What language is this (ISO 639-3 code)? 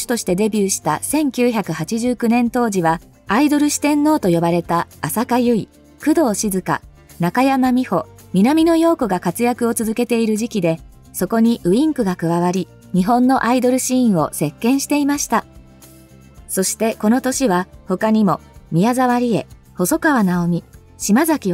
jpn